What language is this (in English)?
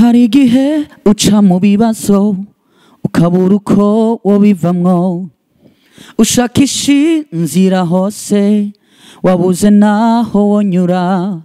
Rundi